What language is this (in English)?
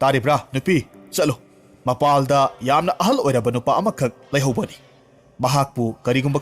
Manipuri